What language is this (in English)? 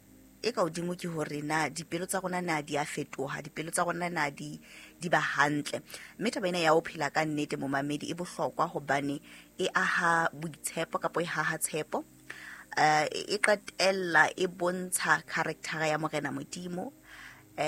Southern Sotho